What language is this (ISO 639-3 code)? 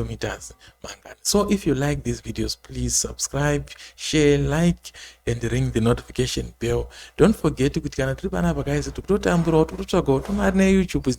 sna